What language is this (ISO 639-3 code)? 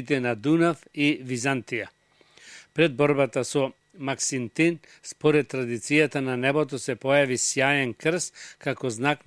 mkd